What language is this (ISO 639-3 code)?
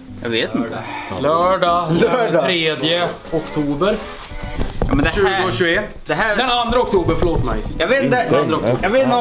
swe